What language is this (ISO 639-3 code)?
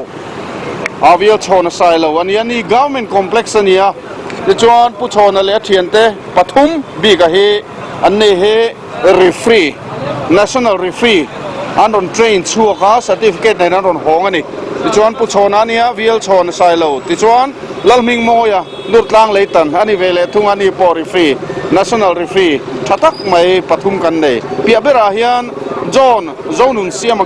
lus